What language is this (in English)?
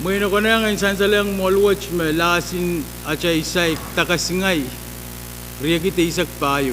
Pohnpeian